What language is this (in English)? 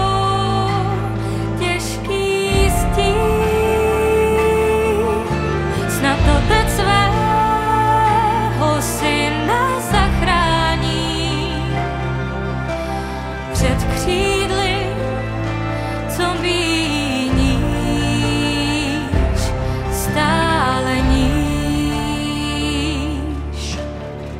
Czech